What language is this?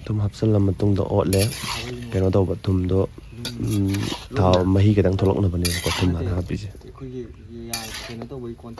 Manipuri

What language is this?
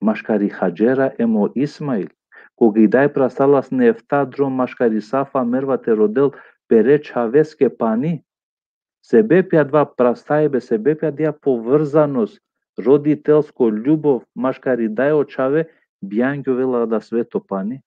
Balkan Romani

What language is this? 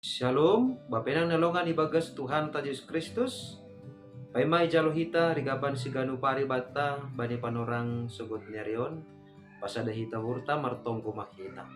Batak Simalungun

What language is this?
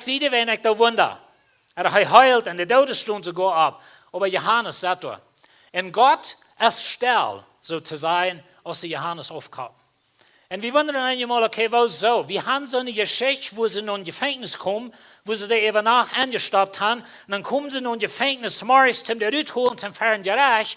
Plautdietsch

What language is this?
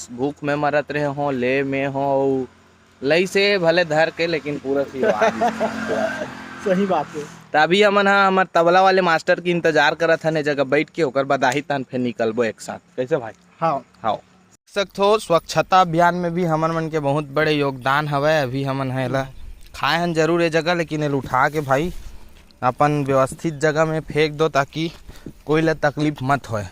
Chhattisgarhi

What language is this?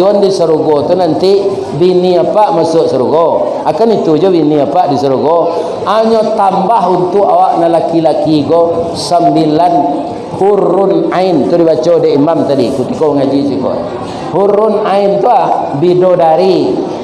Minangkabau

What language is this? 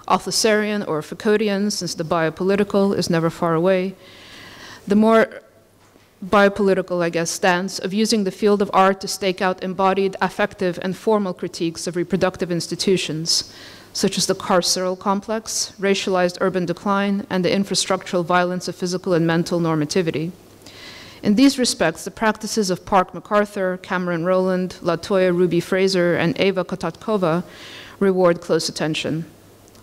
English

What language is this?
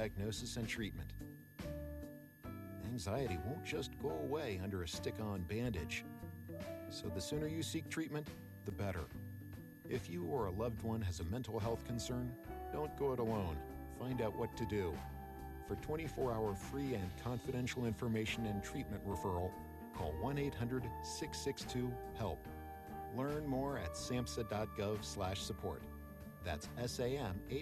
English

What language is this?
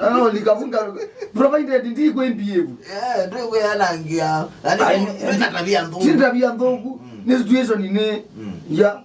Kamba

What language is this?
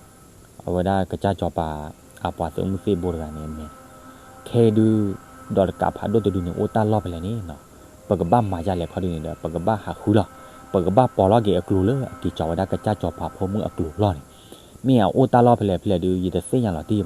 S'gaw Karen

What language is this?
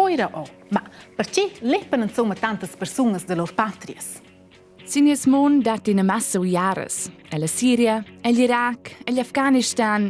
Romansh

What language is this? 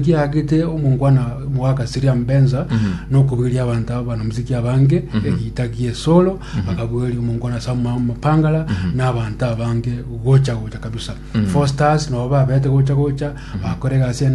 Gusii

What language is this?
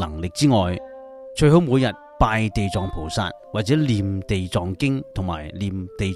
Cantonese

